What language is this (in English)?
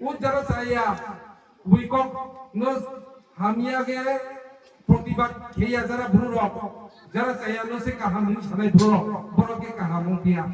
Kok Borok